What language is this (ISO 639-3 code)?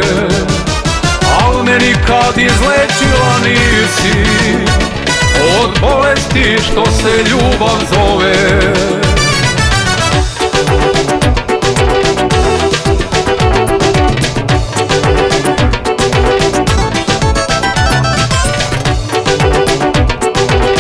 srp